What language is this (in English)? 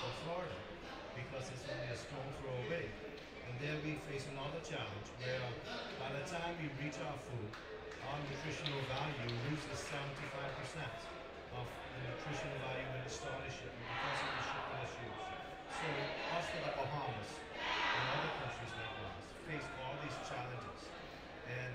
English